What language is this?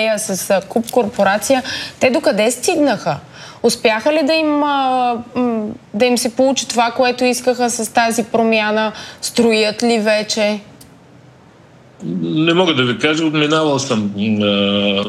Bulgarian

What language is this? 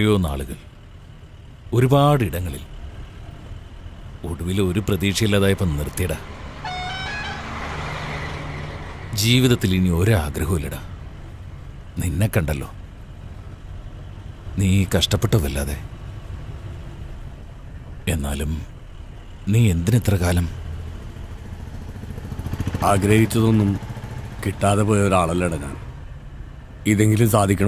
Malayalam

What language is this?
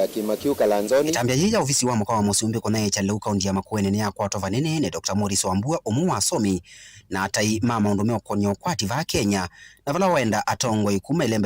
Kamba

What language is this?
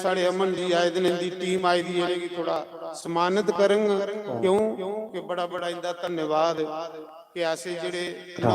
Dogri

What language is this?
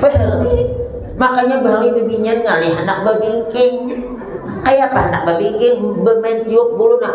Banjar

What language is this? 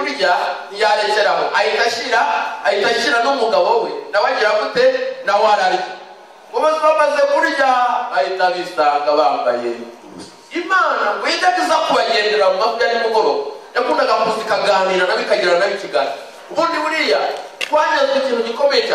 Kinyarwanda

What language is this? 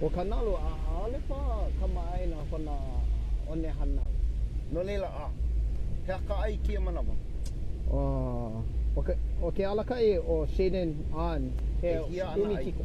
Hawaiian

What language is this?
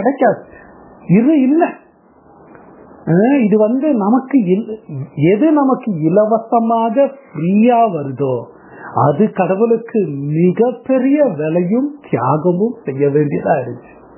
Tamil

